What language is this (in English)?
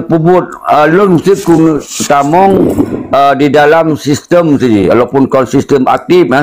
Achinese